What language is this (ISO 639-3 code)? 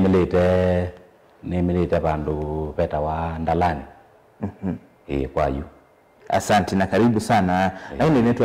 kam